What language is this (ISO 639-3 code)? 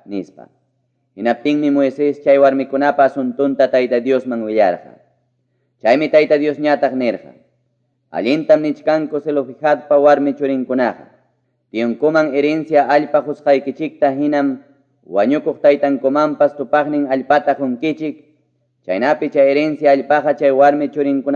quy